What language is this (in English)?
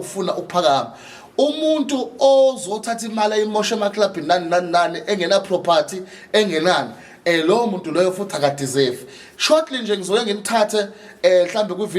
Zulu